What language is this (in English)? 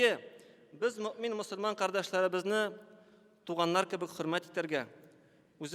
Tatar